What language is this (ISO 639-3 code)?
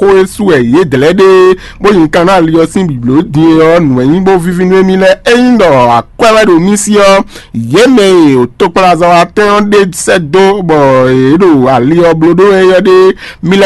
fon